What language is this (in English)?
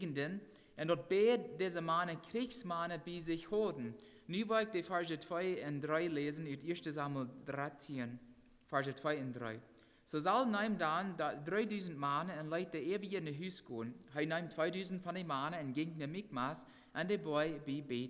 Plautdietsch